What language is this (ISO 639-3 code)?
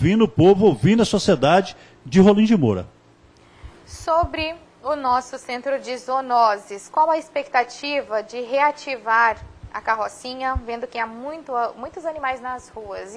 por